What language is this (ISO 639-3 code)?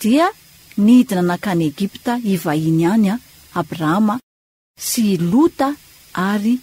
mlg